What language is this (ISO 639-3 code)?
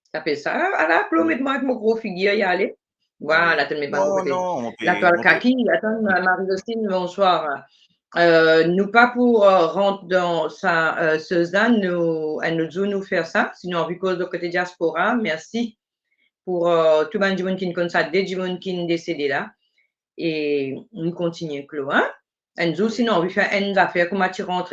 mfe